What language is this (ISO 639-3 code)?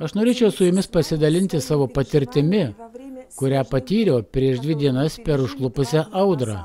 lit